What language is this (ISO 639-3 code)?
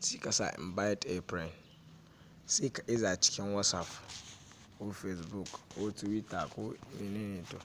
hau